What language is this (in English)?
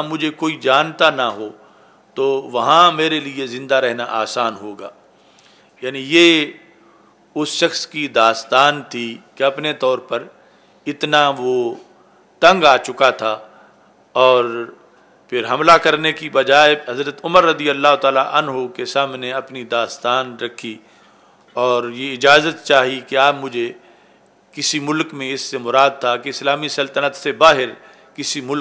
Urdu